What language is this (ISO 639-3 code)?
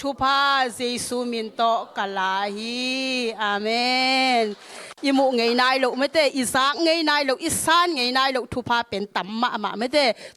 ctd